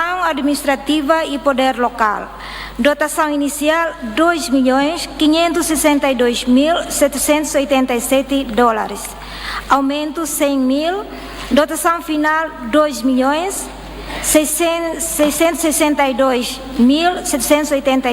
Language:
Tetum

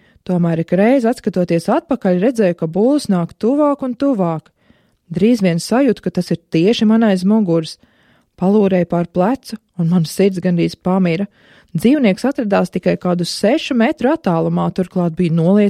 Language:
Latvian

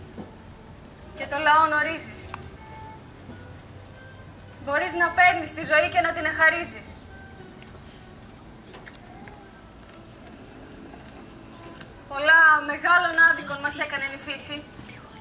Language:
Greek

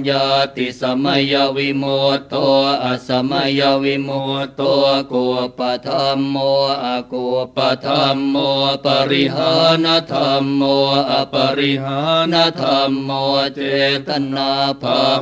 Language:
Pali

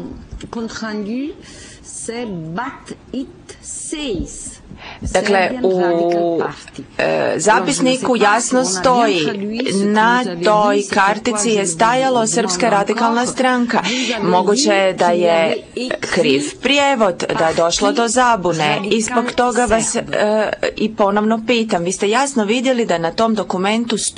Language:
Croatian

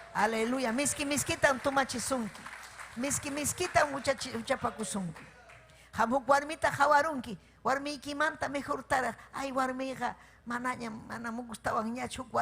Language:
Ayacucho Quechua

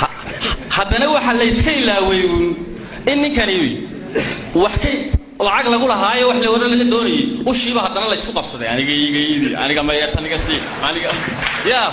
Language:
Somali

